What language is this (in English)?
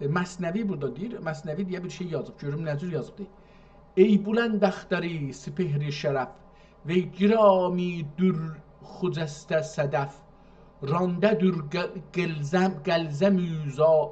South Azerbaijani